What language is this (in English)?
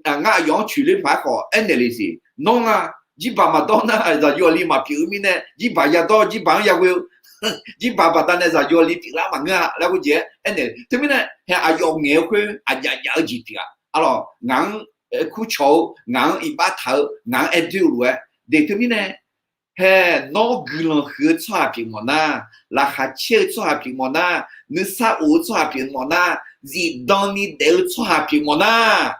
Akha